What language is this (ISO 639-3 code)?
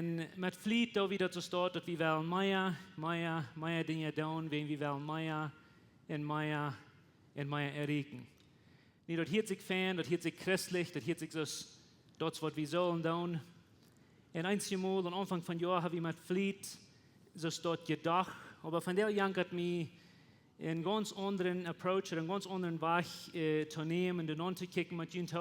pdt